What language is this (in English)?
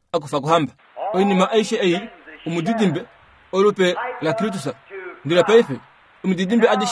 Kuanyama